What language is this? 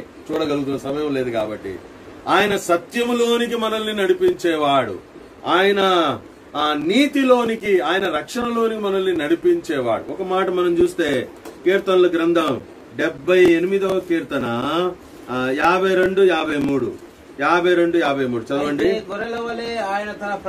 Telugu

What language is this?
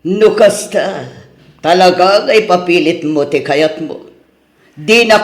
Iloko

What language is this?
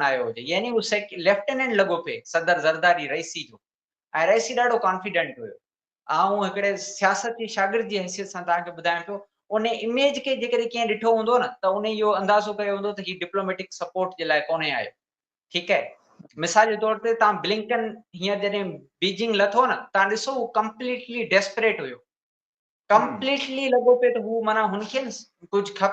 Sindhi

